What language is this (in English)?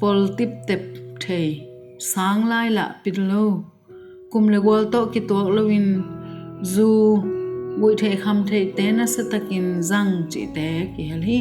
Tedim Chin